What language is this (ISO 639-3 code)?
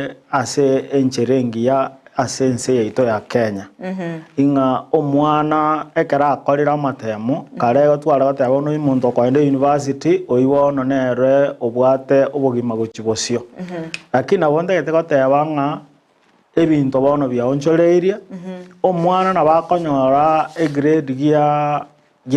guz